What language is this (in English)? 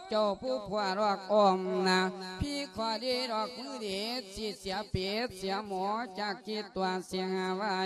Lao